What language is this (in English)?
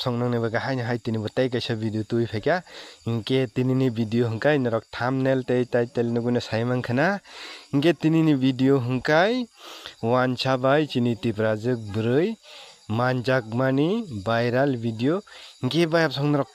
Kok Borok